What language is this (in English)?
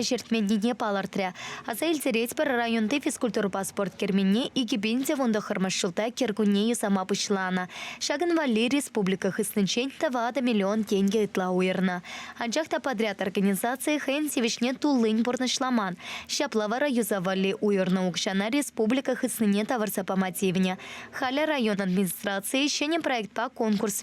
Chuvash